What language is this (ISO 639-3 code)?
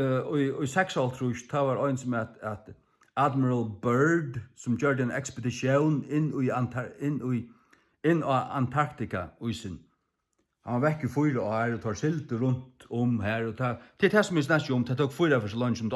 fao